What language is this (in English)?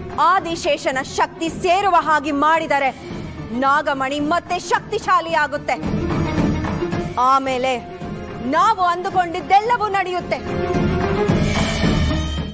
Kannada